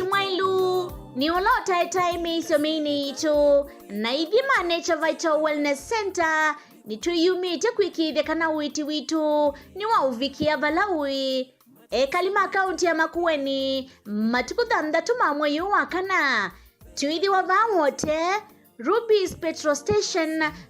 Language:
Kamba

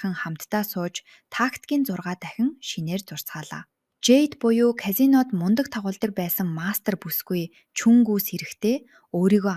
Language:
Mongolian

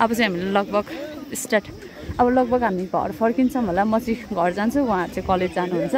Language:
Nepali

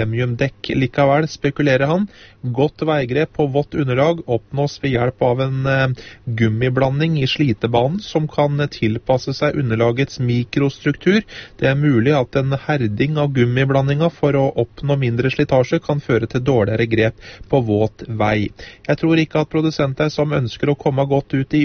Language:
Norwegian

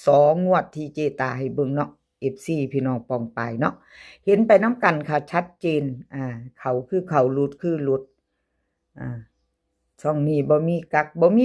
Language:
Northeastern Thai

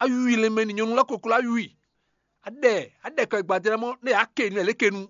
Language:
Fon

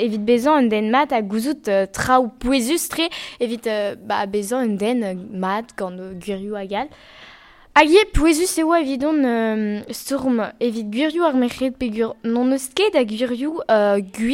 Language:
Breton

